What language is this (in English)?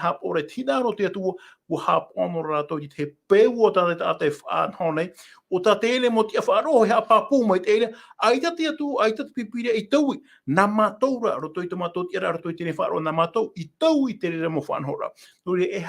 Tahitian